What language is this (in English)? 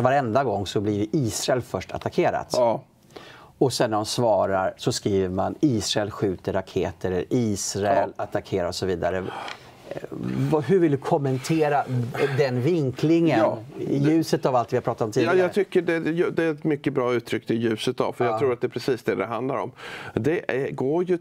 Swedish